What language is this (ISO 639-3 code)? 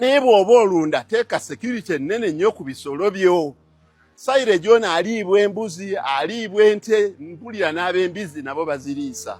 lug